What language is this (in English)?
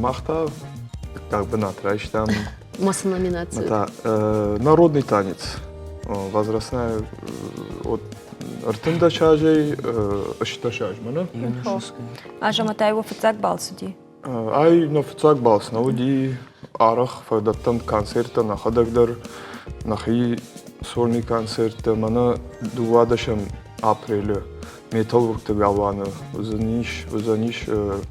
Ossetic